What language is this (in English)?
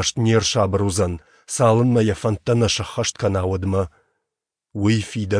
Ossetic